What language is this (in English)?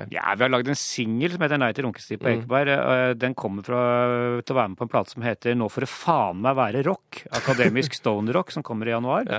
Norwegian